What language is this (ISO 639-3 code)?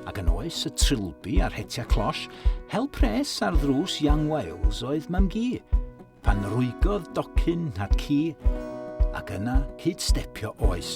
cym